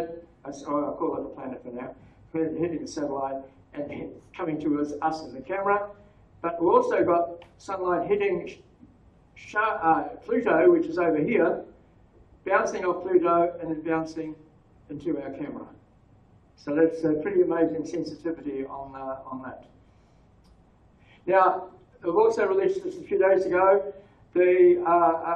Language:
English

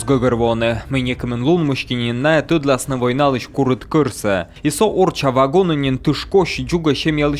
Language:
Komi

